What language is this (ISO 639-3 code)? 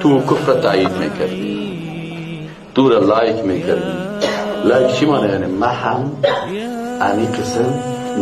fas